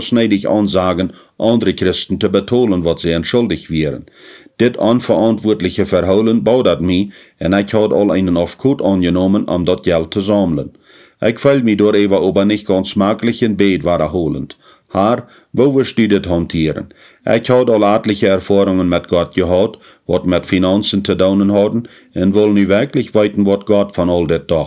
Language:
Plautdietsch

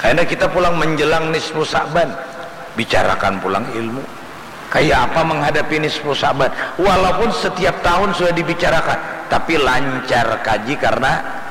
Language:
Banjar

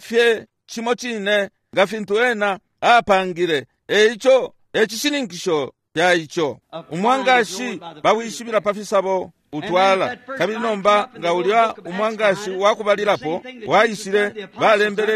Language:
Bemba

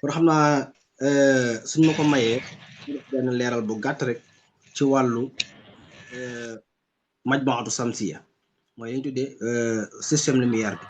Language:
Wolof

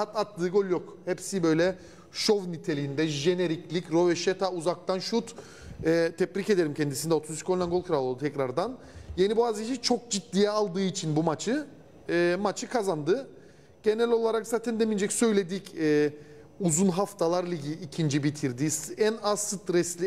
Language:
Turkish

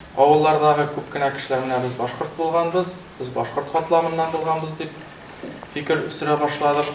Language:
Tatar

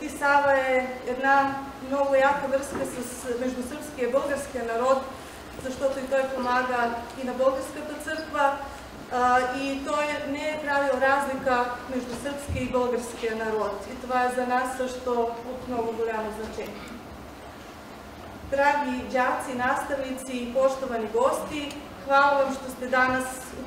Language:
Serbian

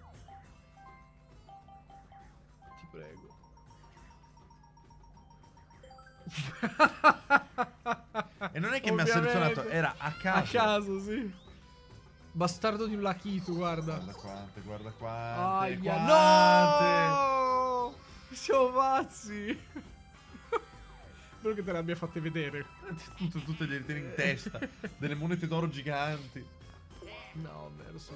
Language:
Italian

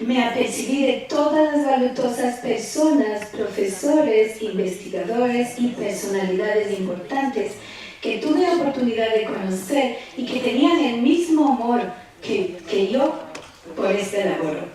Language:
Ladino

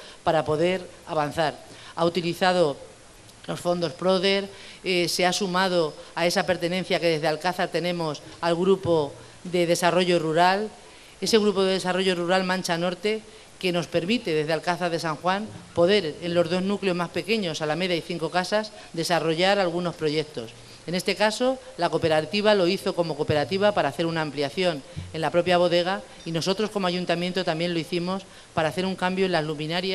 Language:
Spanish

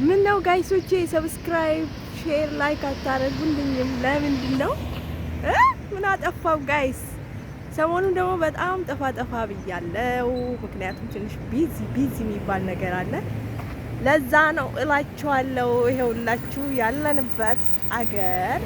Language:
Amharic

